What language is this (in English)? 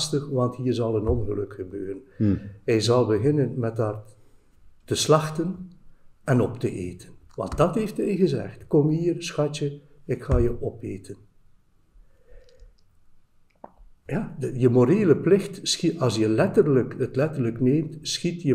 Dutch